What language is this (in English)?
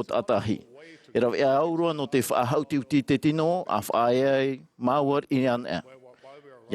Tahitian